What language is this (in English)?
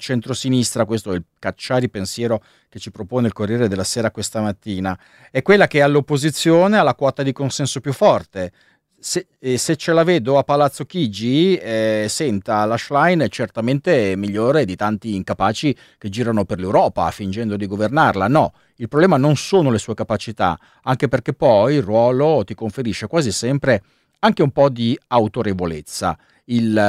Italian